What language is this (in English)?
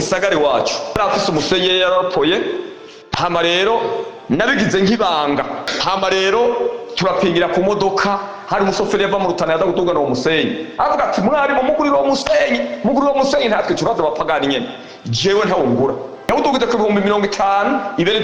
Rundi